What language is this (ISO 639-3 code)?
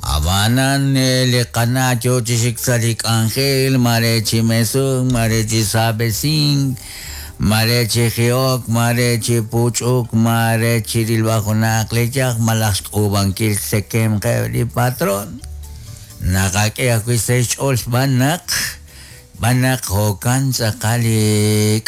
kek